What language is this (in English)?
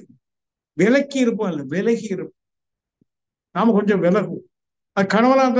Tamil